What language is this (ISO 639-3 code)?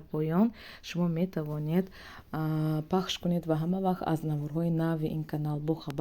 tgk